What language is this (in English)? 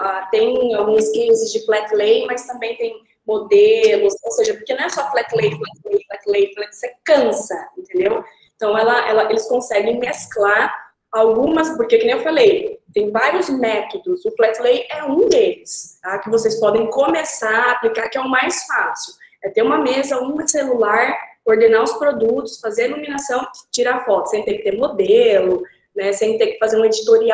Portuguese